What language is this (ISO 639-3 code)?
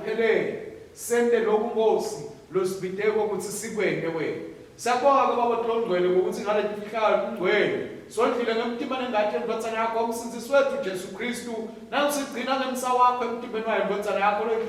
ssw